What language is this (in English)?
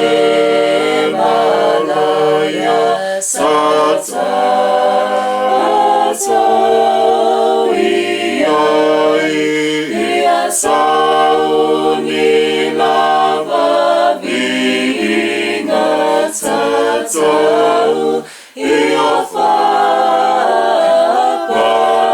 Samoan